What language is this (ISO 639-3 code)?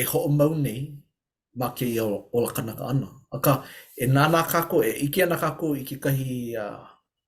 haw